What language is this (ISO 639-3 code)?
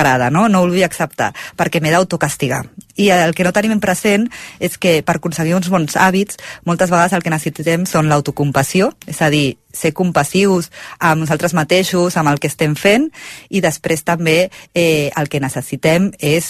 cat